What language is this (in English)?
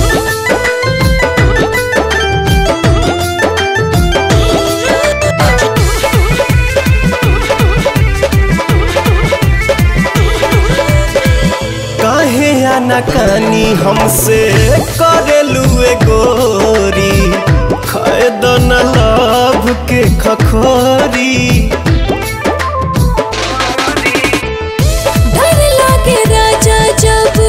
Bhojpuri